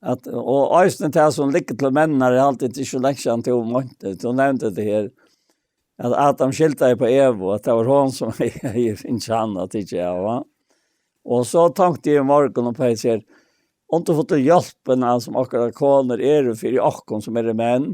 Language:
Faroese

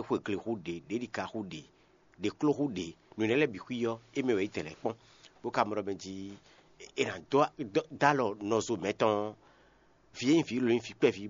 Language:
Fon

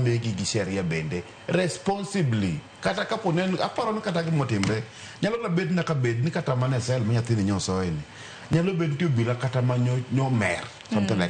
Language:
Luo (Kenya and Tanzania)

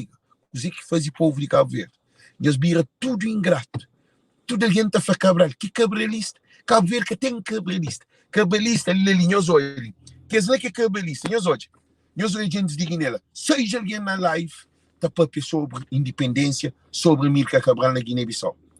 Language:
Kabuverdianu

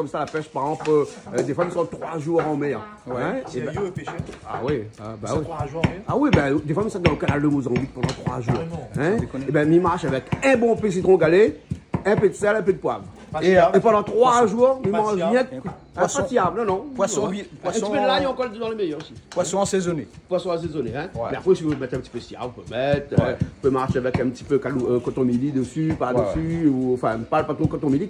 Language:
Réunion Creole French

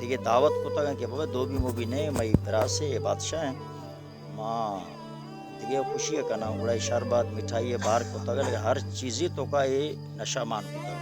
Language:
Baluchi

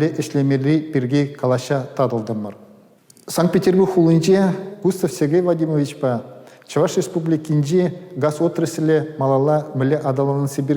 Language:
Chuvash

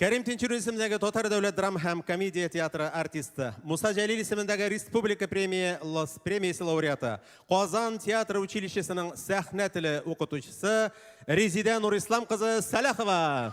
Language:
Tatar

